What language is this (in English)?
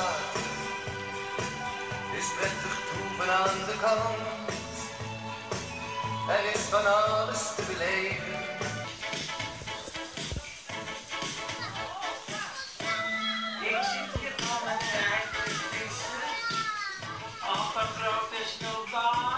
Dutch